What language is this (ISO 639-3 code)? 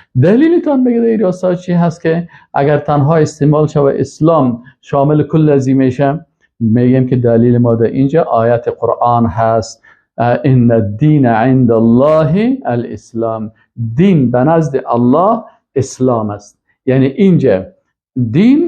fas